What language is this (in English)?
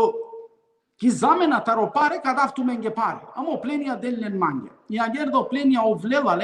Balkan Romani